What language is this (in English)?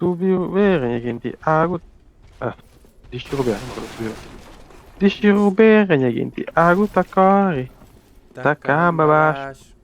Kabuverdianu